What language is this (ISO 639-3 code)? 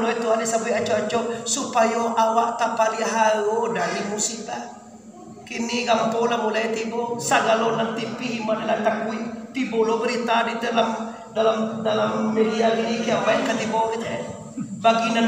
min